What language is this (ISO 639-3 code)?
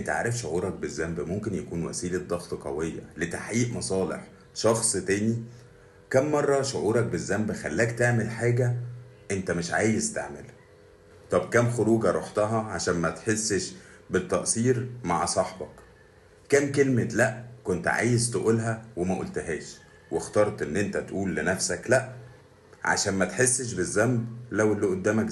arz